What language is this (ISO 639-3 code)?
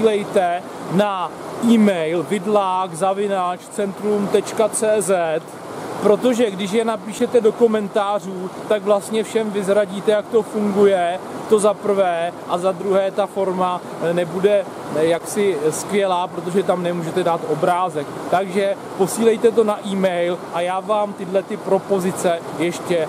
ces